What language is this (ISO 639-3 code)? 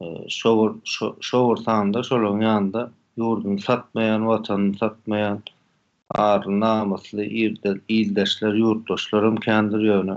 tuk